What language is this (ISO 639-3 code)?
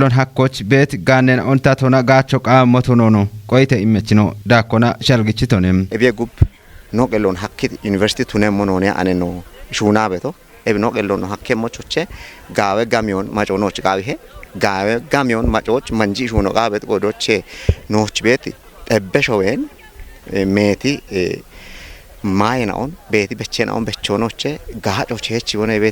kbr